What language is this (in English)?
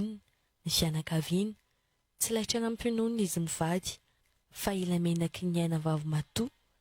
Malagasy